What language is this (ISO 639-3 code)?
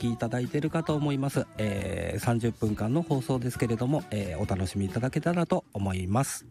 jpn